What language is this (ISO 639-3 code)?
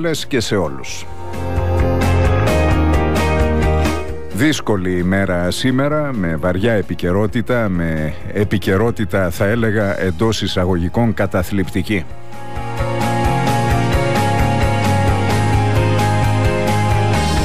ell